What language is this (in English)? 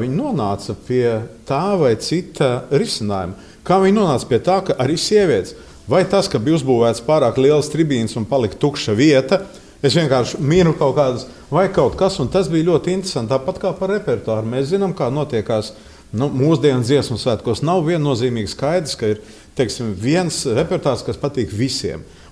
Latvian